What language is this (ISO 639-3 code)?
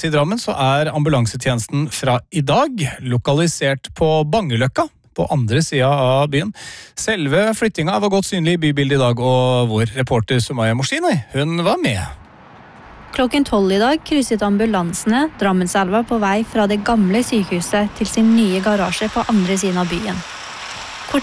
nor